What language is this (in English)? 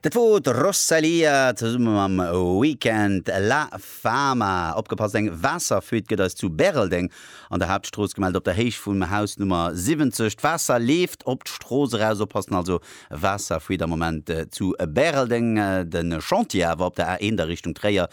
Luxembourgish